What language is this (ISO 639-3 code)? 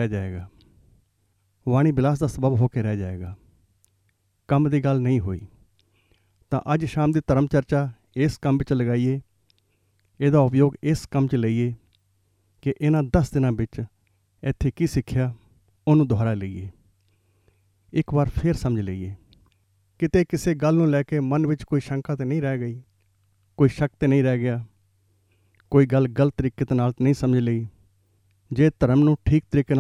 pan